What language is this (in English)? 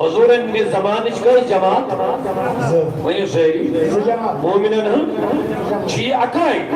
Kashmiri